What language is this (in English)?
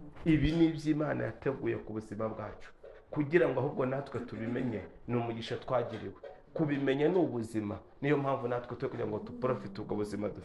Kinyarwanda